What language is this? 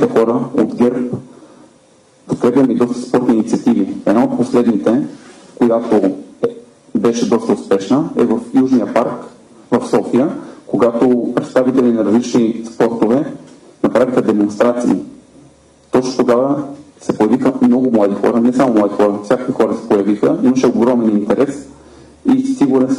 Bulgarian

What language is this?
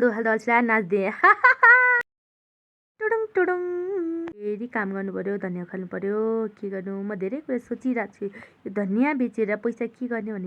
Nepali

